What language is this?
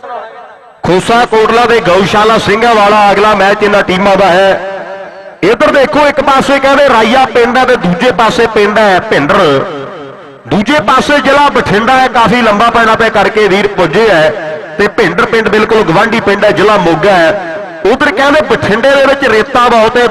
Punjabi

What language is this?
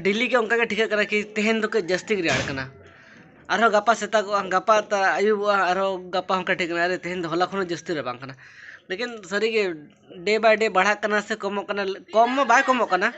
Santali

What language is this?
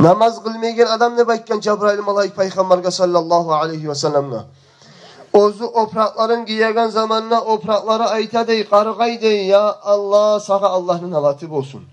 Kumyk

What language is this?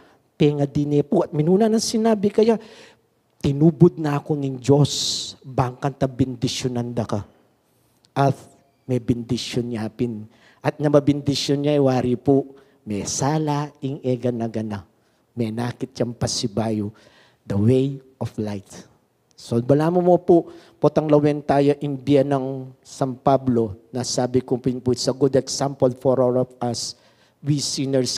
Pampanga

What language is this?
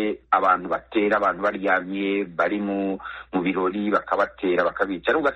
Kinyarwanda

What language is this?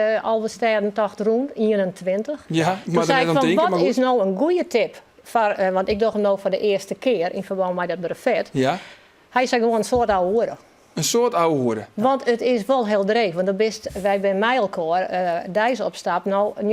Western Frisian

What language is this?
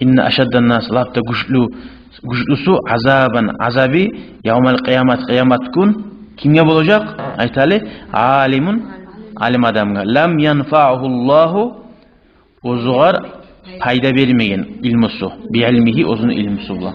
Kumyk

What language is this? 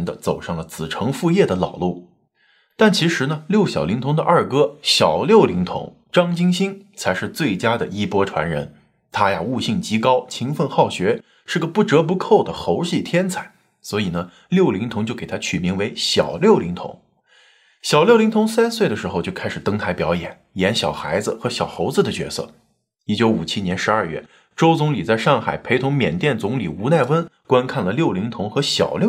Chinese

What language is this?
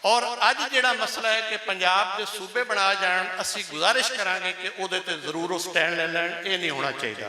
Western Panjabi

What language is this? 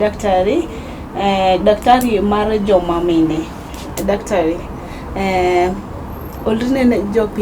Luo (Kenya and Tanzania)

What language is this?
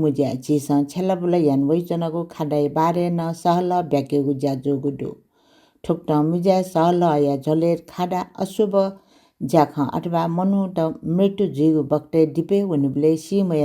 Newari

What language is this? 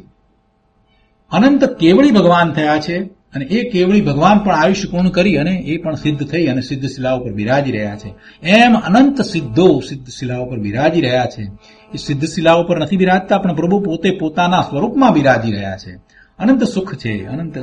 Gujarati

